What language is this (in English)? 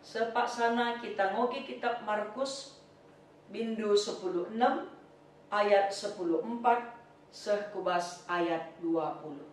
Batak Karo